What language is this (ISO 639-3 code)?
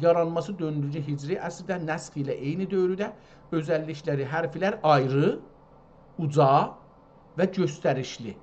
azb